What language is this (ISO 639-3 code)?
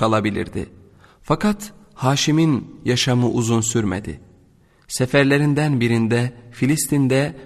tur